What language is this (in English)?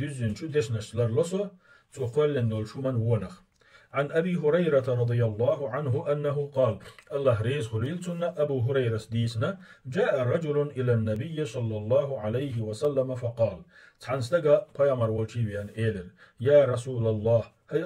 Chechen